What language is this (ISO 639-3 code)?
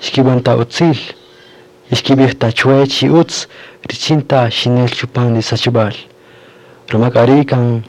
cak